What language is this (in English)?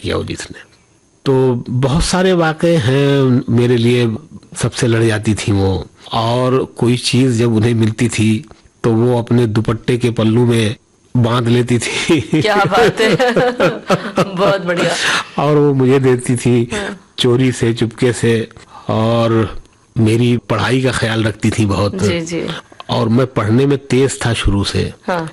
Hindi